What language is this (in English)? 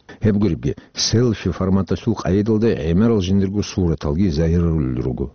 Avaric